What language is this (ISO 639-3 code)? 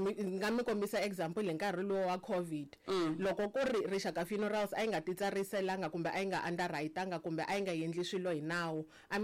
tso